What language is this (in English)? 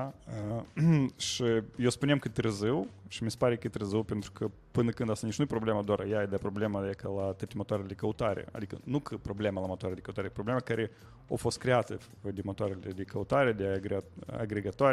Romanian